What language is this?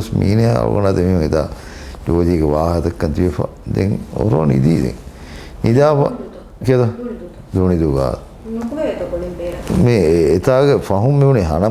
Divehi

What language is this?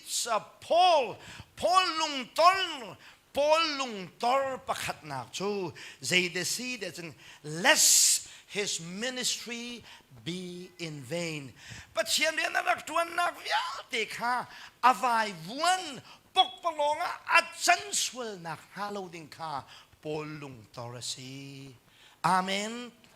Hakha Chin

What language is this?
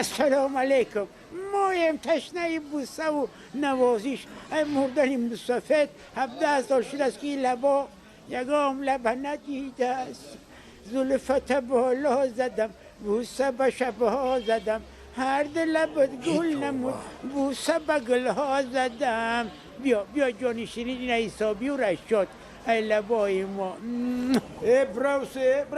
Tajik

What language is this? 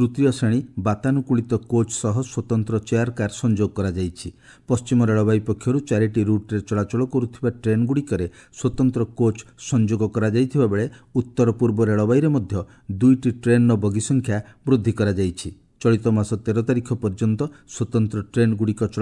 Odia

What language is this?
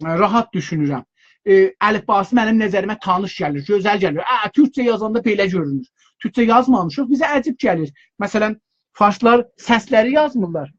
South Azerbaijani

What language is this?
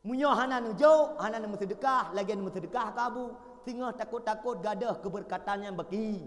Achinese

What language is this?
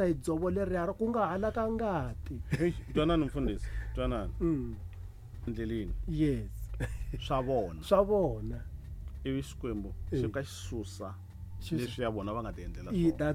Tsonga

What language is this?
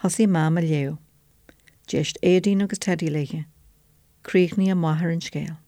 Irish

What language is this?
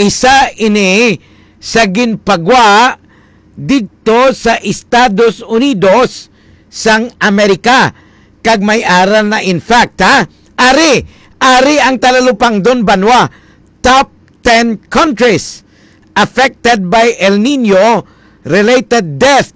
Hiligaynon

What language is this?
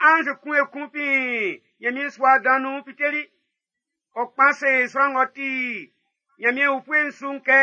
Baoulé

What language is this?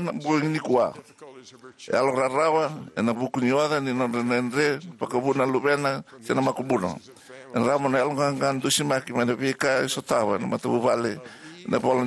Fijian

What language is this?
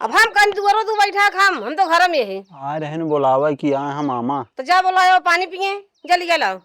Awadhi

